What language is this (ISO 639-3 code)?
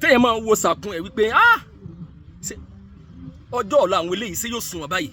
yor